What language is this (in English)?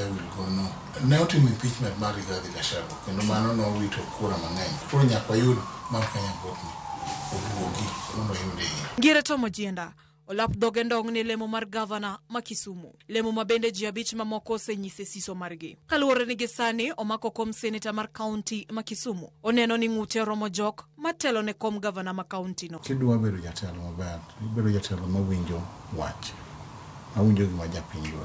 Luo (Kenya and Tanzania)